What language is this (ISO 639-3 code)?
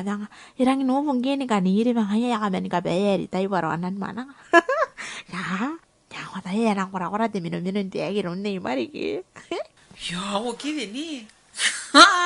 gil